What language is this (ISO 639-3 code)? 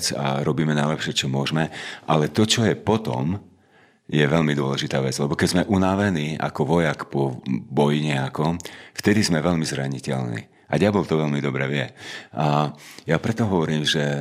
slk